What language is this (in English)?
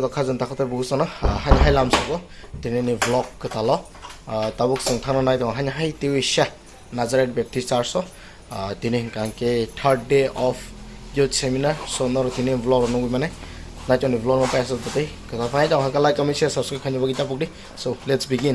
Kok Borok